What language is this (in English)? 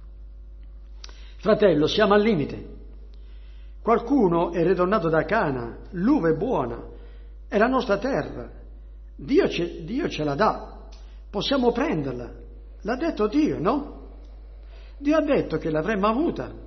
Italian